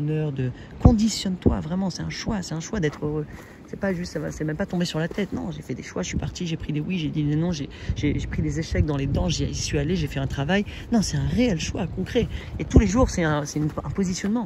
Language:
French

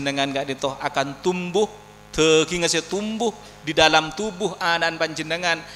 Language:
Madurese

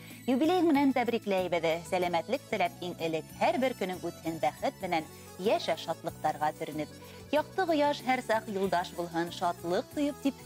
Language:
Bashkir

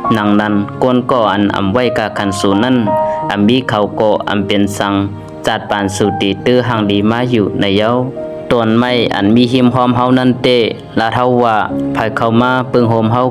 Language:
Shan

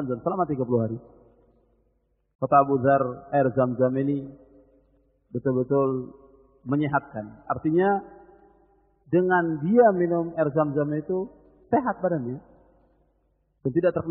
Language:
Indonesian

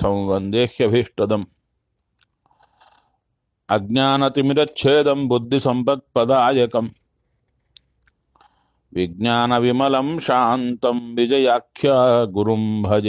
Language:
Kannada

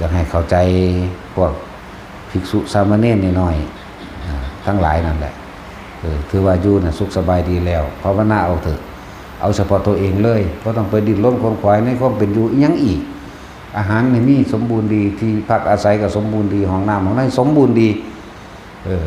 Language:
Lao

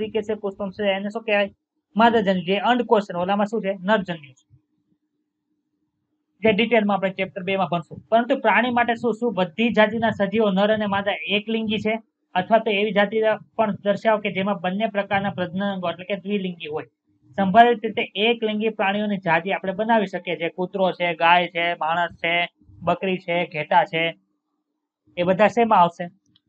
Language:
Gujarati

